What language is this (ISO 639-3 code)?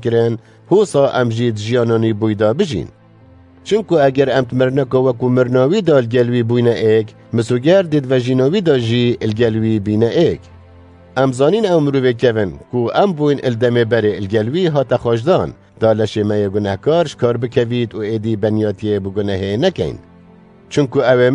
kur